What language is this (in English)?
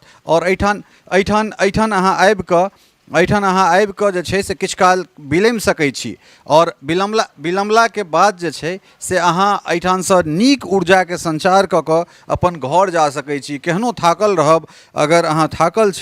Maithili